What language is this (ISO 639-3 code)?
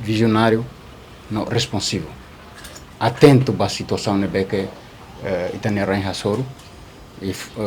tet